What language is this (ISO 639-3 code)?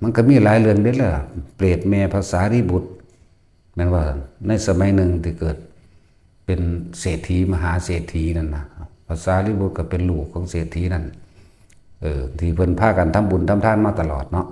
lao